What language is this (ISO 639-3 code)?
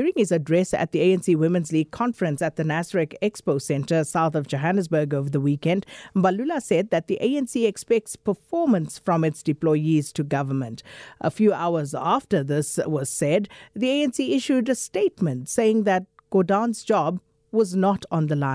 eng